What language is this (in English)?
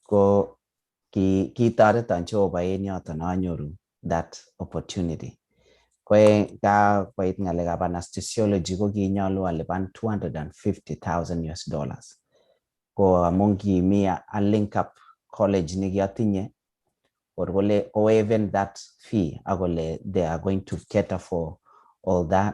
Kalenjin